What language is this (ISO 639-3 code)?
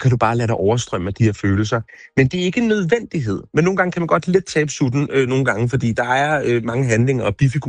dan